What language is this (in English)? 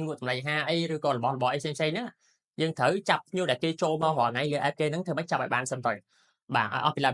Khmer